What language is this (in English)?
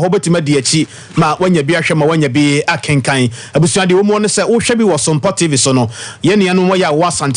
Akan